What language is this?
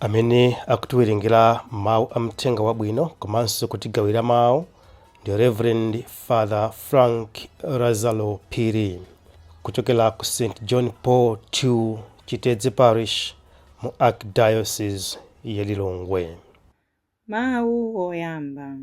Nyanja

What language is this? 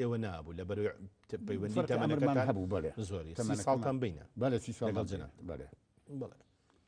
Central Kurdish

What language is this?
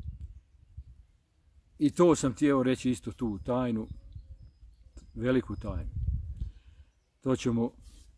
Croatian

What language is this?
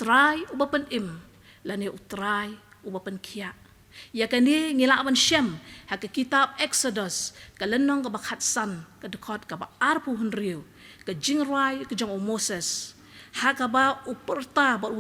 Khasi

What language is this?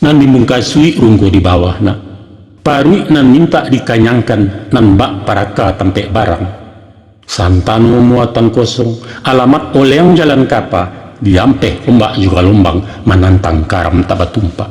Minangkabau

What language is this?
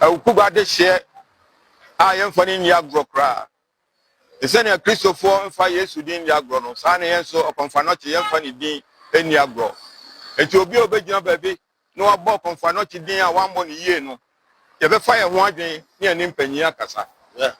Akan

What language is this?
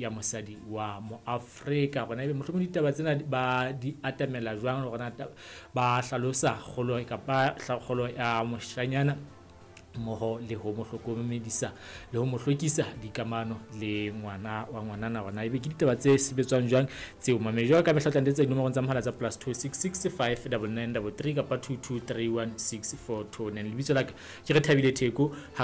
Southern Sotho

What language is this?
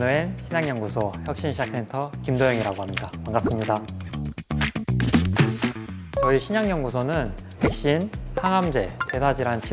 Korean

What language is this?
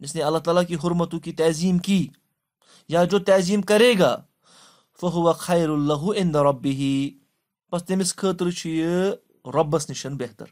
Kashmiri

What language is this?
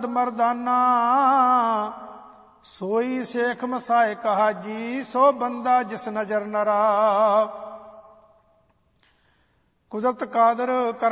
Punjabi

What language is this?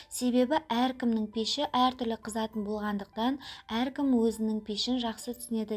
Kazakh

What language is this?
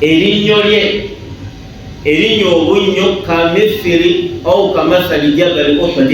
Ganda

